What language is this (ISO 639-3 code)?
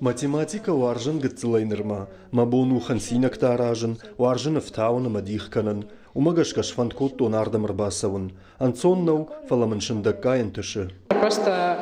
oss